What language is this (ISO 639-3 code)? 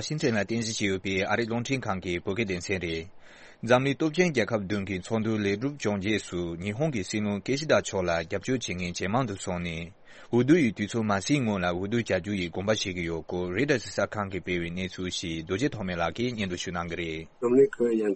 bod